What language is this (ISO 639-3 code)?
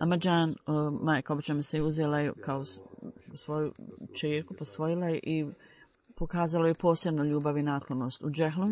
hrv